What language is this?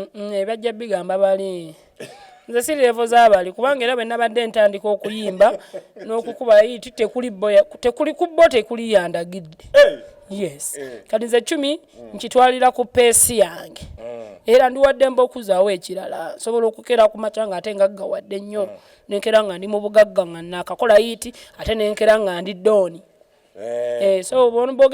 Ganda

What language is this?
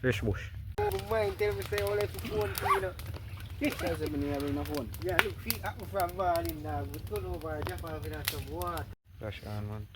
Jamaican Creole English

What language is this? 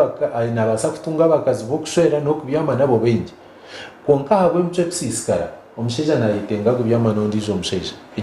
Nyankole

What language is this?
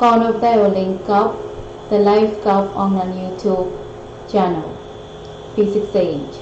Pohnpeian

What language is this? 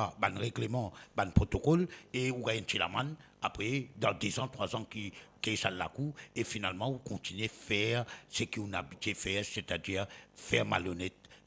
Morisyen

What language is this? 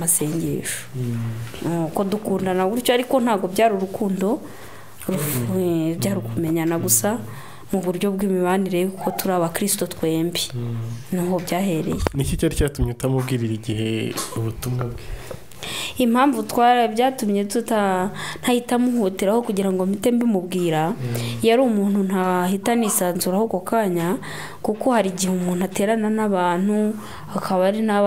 Kinyarwanda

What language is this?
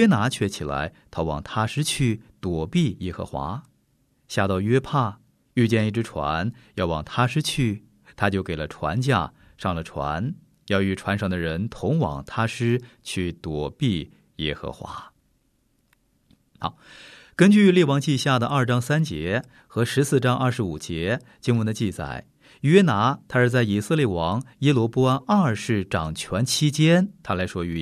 Chinese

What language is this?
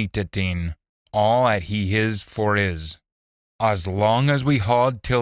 Scots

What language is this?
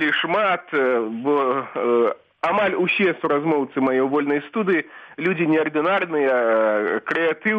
Belarusian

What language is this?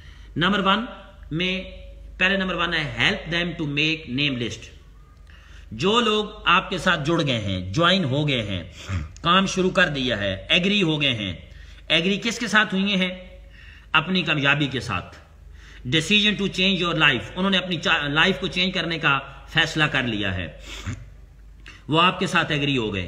Urdu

